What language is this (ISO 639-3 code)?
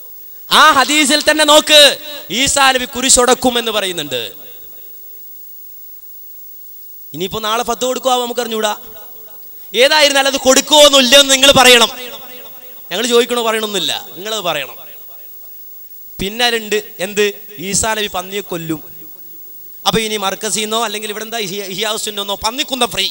mal